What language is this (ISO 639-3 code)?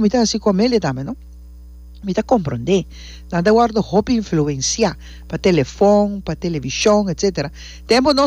pap